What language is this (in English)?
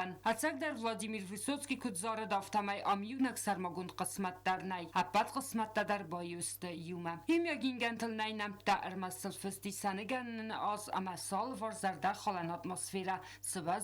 Ossetic